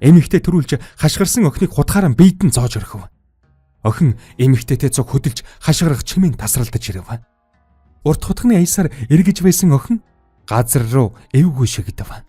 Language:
Mongolian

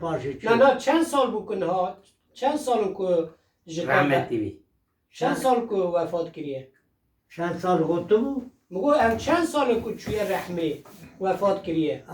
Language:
Kurdish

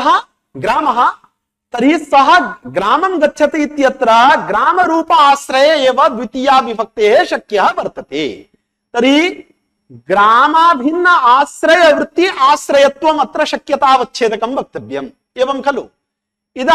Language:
Sanskrit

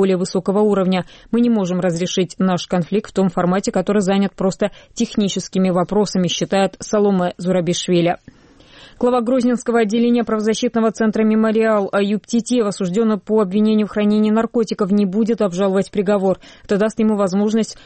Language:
Russian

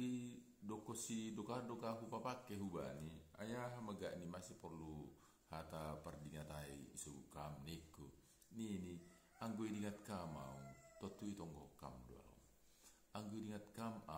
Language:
Batak Simalungun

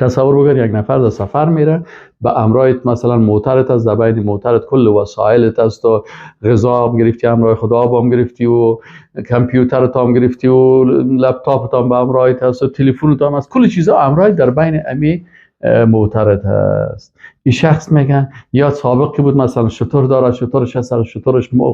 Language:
Persian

